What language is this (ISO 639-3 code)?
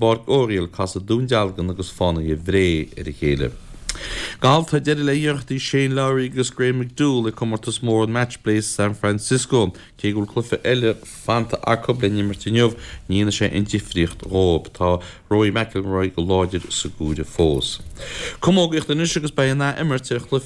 gle